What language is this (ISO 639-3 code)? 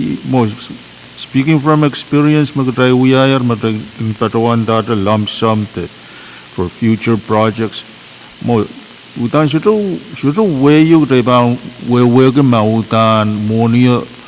pon